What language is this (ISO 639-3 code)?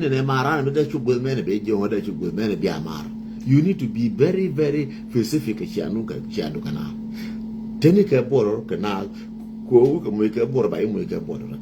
nus